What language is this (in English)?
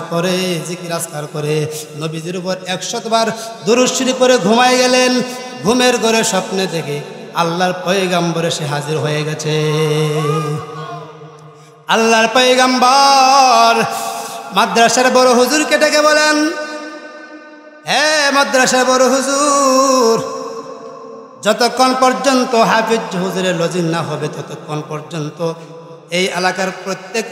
Bangla